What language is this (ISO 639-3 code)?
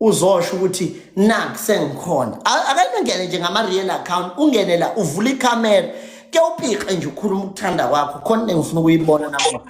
zul